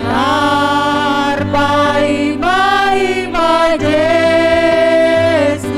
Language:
Batak Simalungun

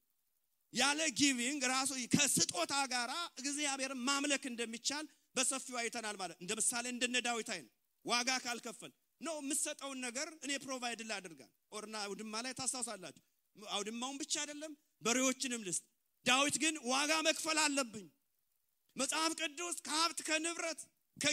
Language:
Amharic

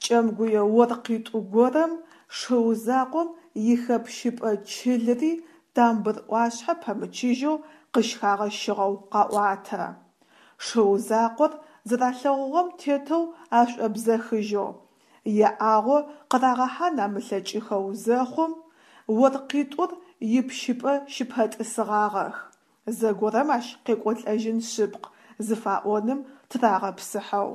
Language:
Adyghe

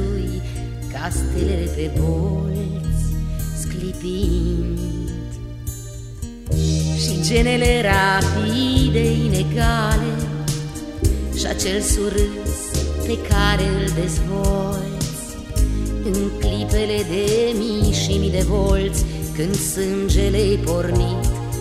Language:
Romanian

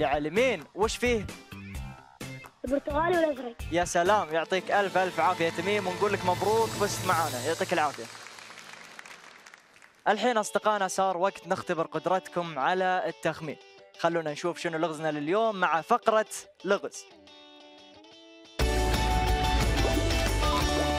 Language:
Arabic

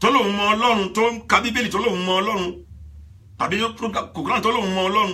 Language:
Yoruba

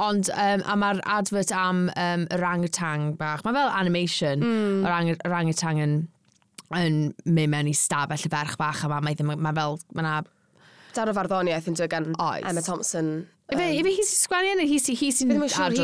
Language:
Welsh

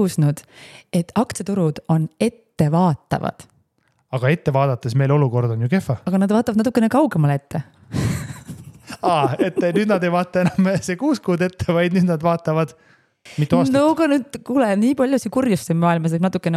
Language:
Estonian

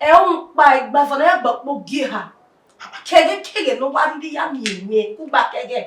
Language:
Bini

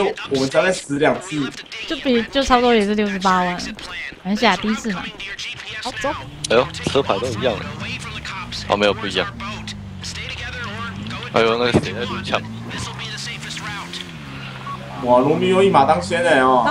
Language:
Chinese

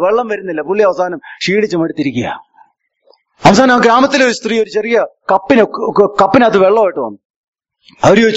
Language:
Malayalam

